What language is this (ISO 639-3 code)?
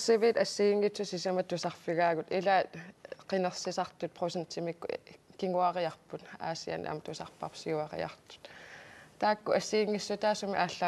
kal